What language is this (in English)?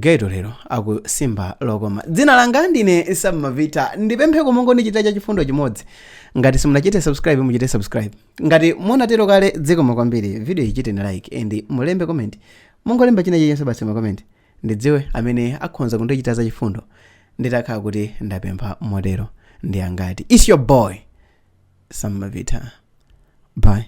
Nyanja